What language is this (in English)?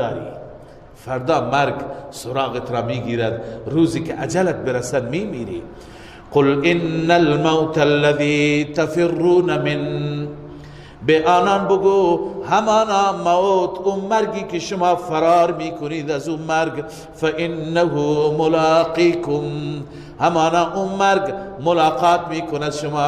Persian